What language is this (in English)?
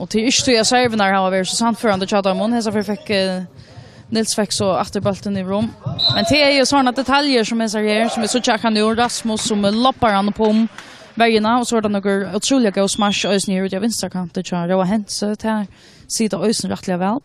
Faroese